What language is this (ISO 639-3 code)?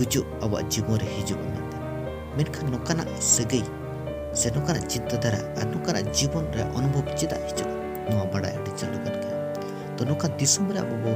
sat